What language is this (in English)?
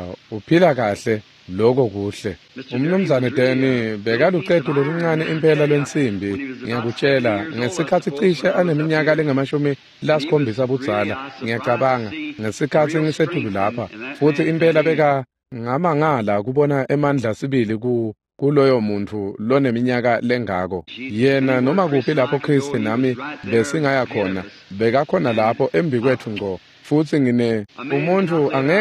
Swati